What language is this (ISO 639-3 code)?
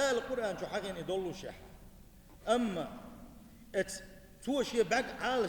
che